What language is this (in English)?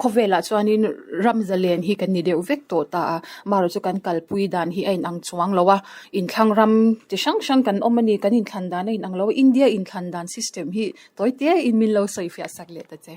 Mizo